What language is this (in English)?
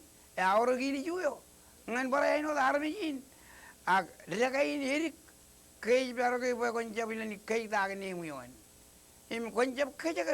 Marshallese